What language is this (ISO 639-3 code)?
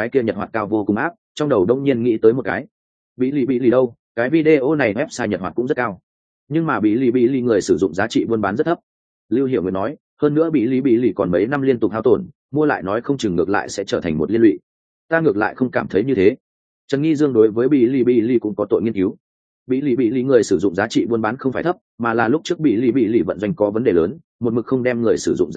vie